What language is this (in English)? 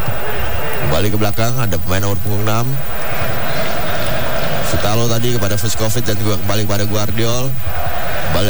Indonesian